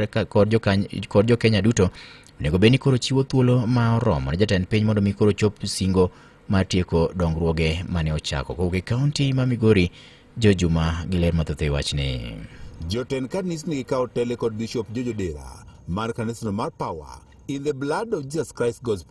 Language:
Luo (Kenya and Tanzania)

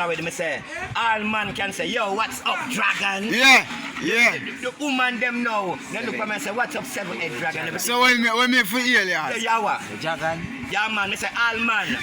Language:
Jamaican Creole English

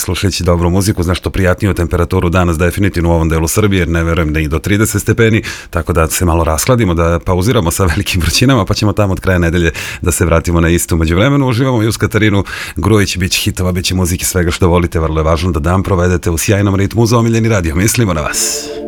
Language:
Serbian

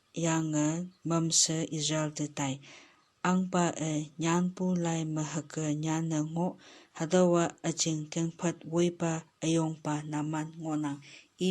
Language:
Konyak Naga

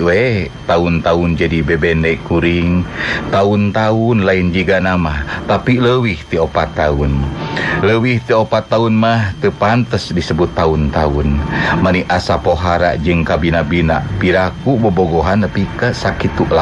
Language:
Sundanese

